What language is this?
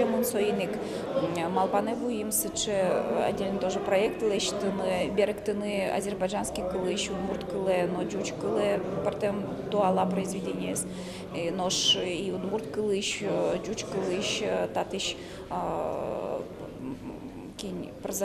Udmurt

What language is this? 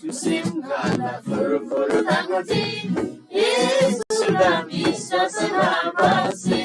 Eastern Tamang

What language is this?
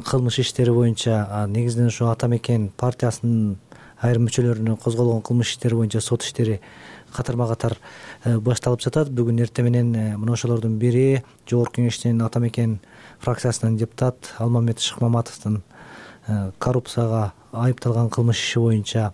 Kyrgyz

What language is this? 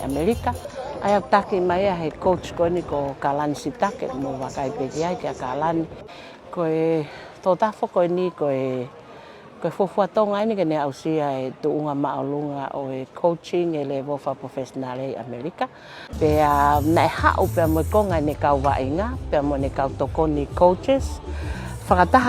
Tongan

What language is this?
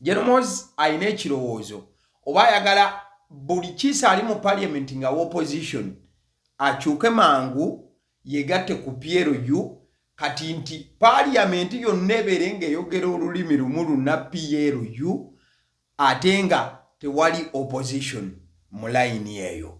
Ganda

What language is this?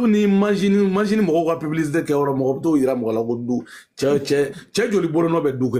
Bambara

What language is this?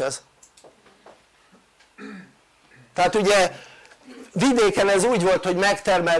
Hungarian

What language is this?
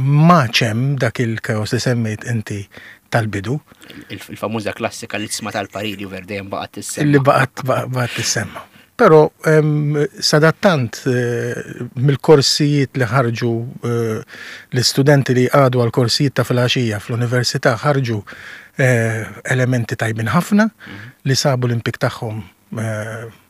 Maltese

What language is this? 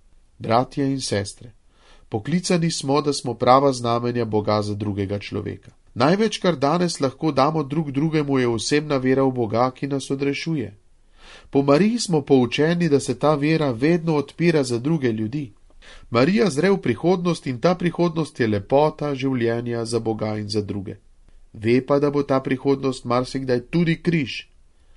Slovenian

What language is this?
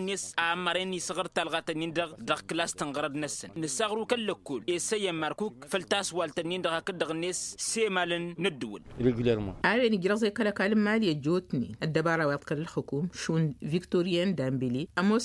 Tamasheq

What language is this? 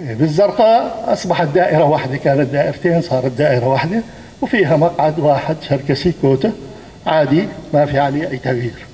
North Levantine Arabic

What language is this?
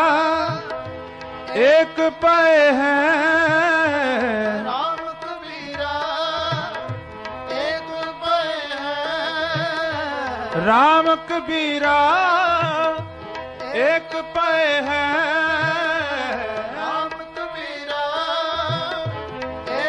Punjabi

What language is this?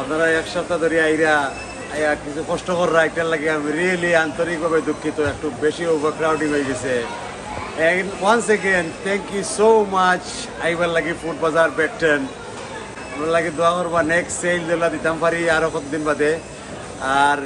Sylheti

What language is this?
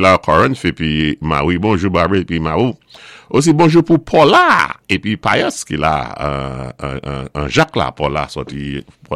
Saint Lucian Creole French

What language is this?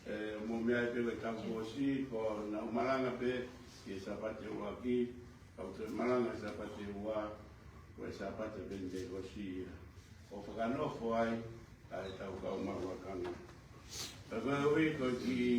Tongan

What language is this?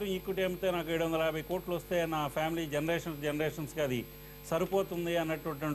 Telugu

